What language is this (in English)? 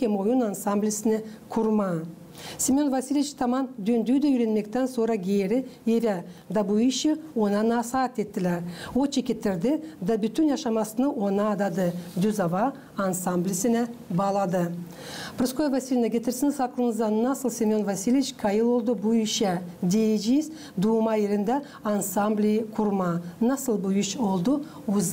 Gagauz